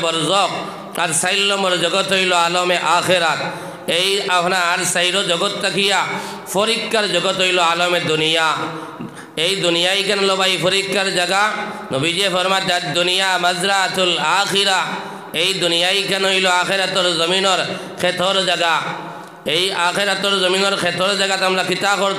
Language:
Sylheti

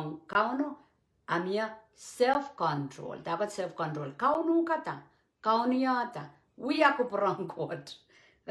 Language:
Pohnpeian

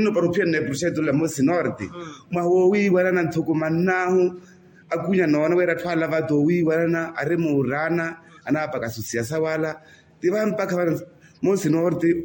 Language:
Makhuwa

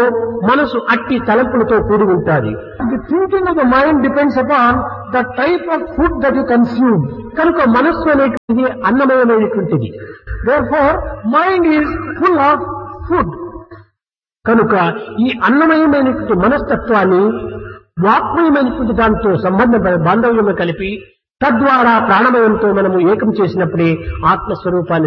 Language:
Telugu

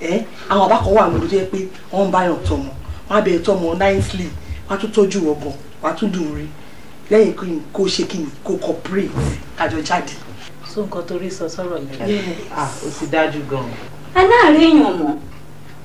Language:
Yoruba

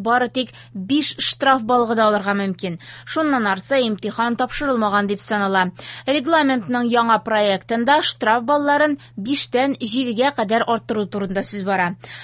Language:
Tatar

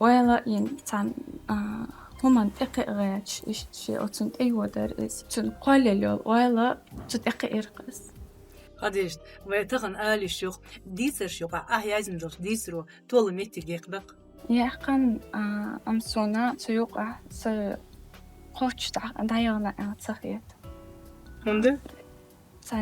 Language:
Chechen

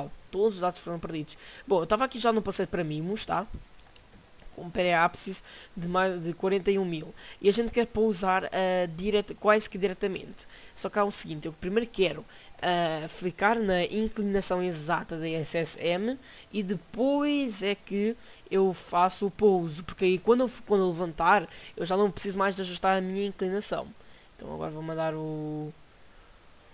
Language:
Portuguese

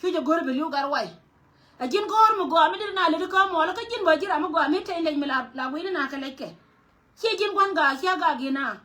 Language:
Nuer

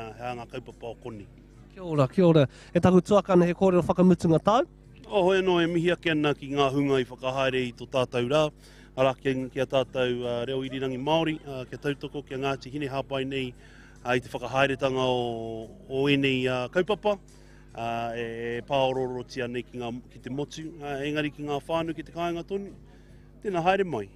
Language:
Māori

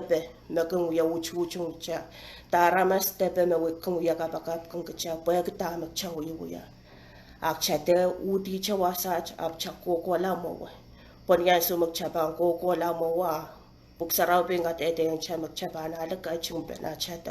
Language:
Pohnpeian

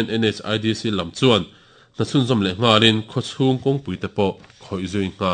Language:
Mizo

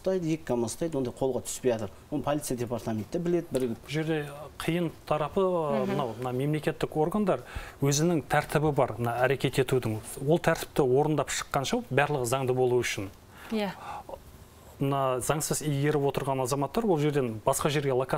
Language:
Kazakh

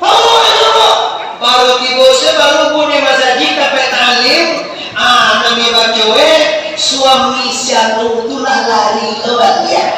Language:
Minangkabau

